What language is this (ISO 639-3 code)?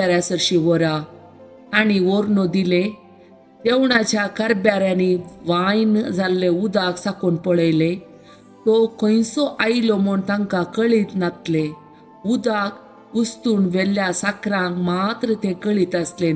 kok